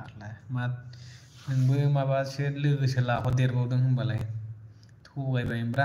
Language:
Bodo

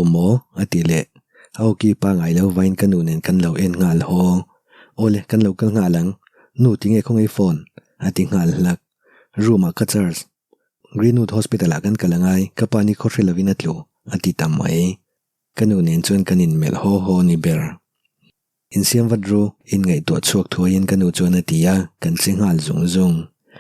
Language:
Mizo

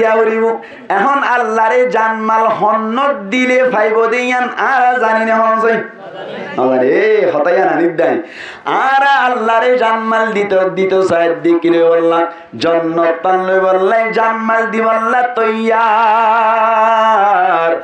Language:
Rohingya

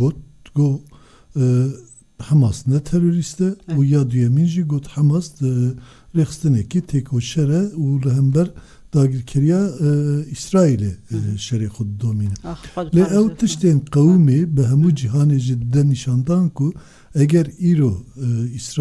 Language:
Kurdish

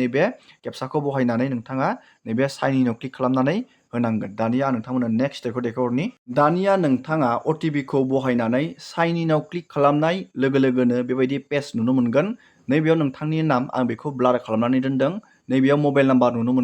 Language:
Bodo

